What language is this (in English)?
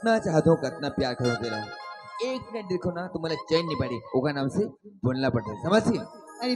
Chhattisgarhi